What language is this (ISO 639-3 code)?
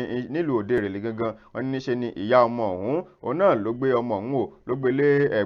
yor